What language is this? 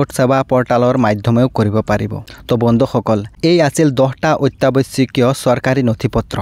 Assamese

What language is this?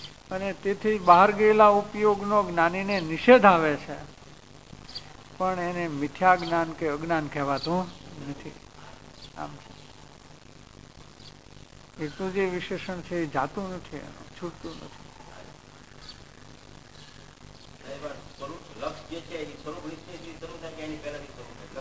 Gujarati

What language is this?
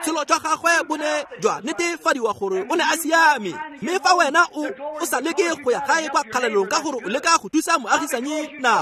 Tswana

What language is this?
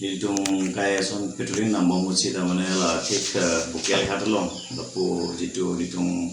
Karbi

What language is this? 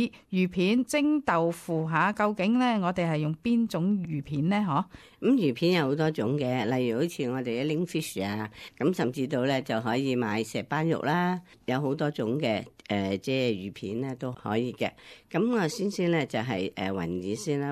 Cantonese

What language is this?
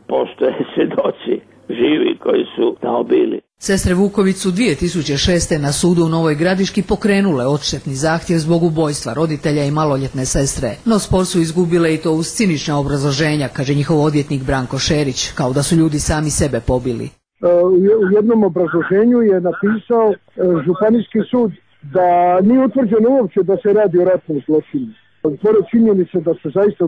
Croatian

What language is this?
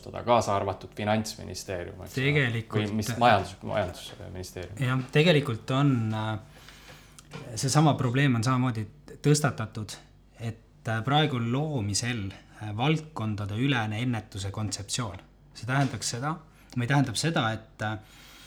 Estonian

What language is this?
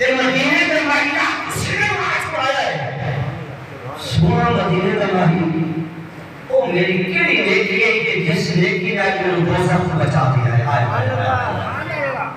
Saraiki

